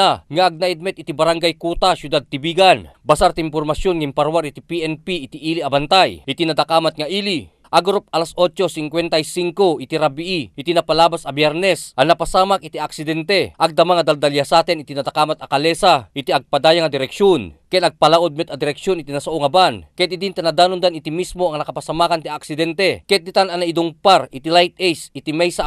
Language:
Iloko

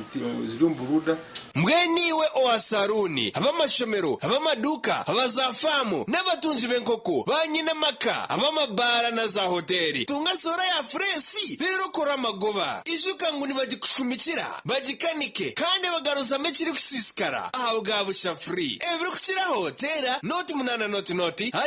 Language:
Nyankole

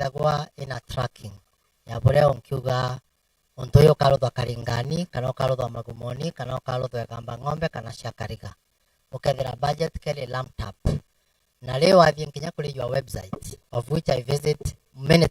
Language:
Meru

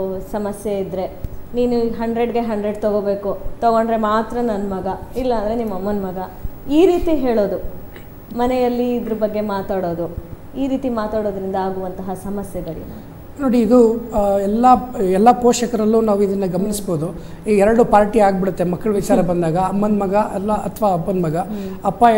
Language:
Kannada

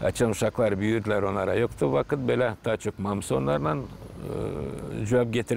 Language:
Gagauz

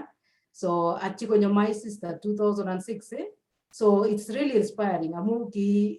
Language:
Kalenjin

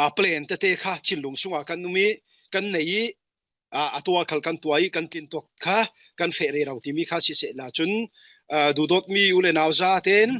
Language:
Falam Chin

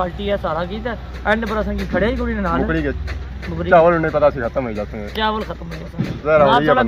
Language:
Pahari-Potwari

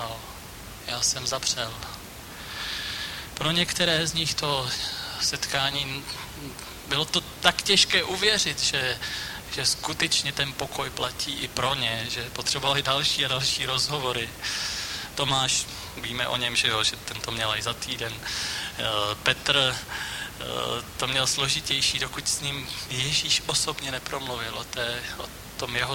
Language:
Czech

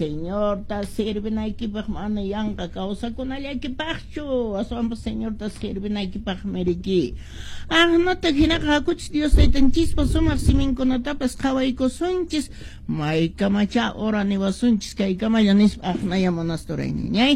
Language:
Quechua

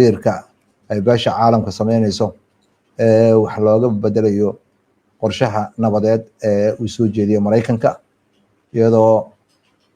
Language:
Somali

